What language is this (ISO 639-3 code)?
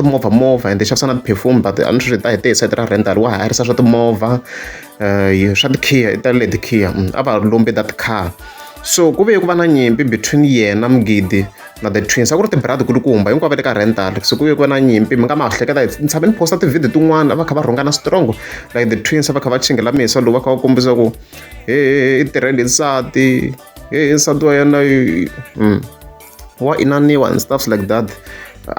tso